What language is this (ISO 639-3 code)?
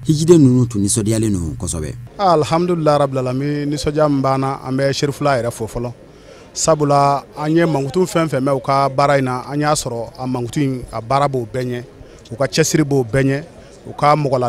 bam